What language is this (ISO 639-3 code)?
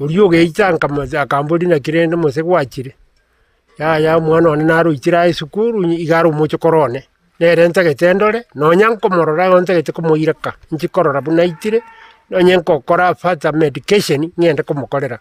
guz